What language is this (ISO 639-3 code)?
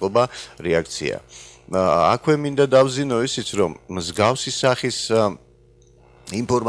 kat